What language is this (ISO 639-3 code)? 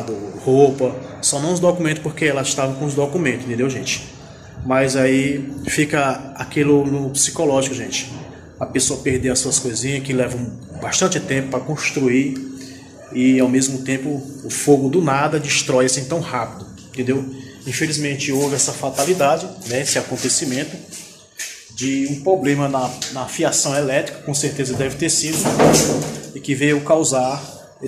por